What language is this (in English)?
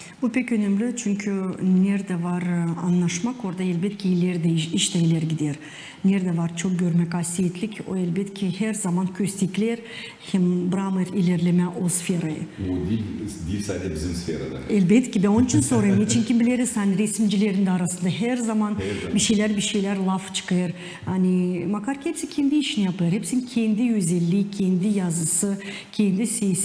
Gagauz